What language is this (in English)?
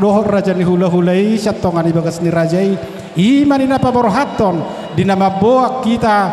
Batak Toba